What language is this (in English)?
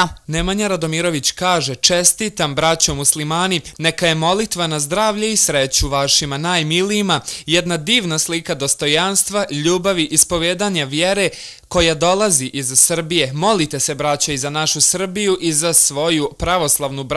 Bosnian